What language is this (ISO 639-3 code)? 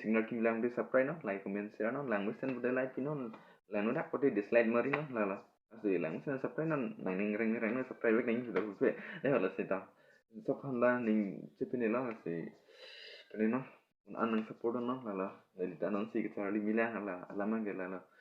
mjw